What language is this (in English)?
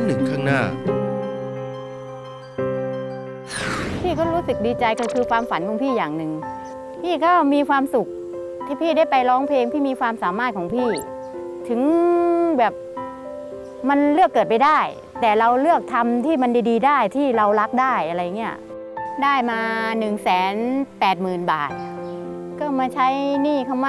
Thai